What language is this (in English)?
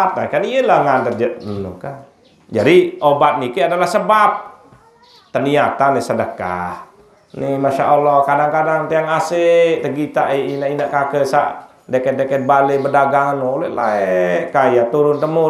Sasak